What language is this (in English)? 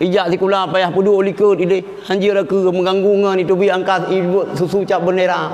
Achinese